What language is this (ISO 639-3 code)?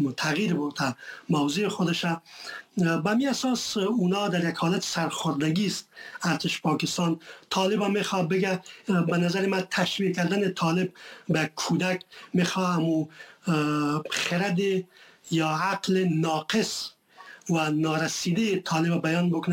fas